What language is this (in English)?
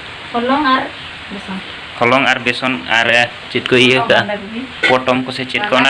Santali